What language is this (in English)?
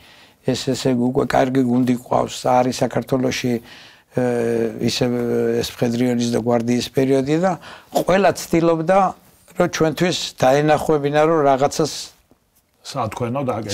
Georgian